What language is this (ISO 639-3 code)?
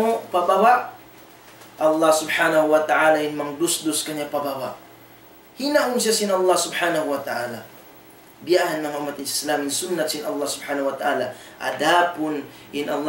tsg